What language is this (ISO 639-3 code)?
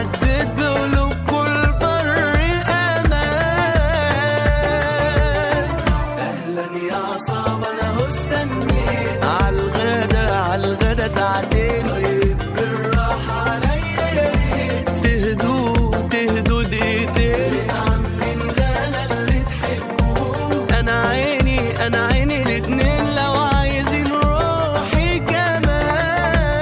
arz